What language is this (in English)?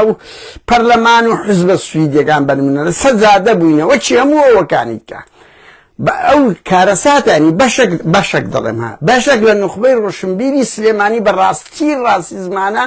Central Kurdish